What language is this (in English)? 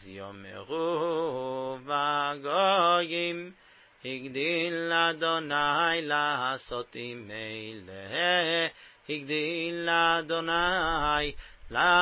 Hebrew